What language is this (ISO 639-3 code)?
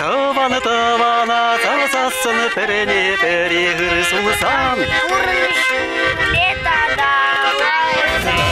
chv